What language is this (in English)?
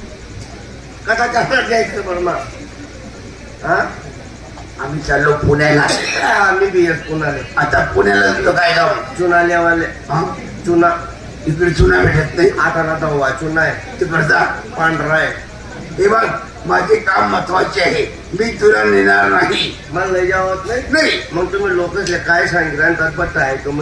Marathi